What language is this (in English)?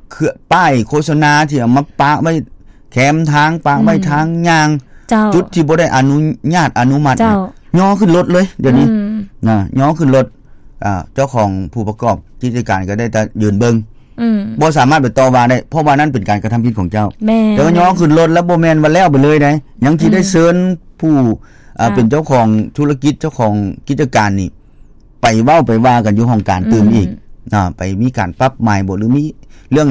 Lao